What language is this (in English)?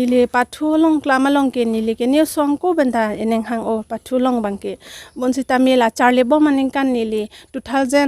Karbi